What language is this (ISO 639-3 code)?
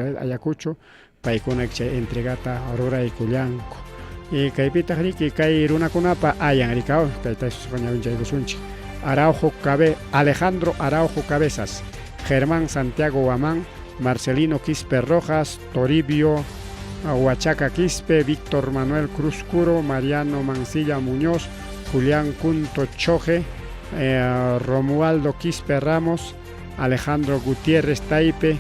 quy